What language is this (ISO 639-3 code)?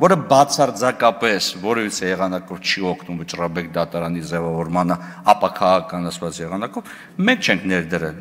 hye